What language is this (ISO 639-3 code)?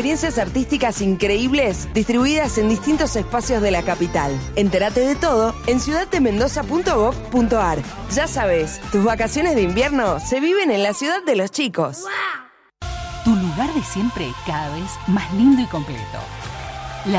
spa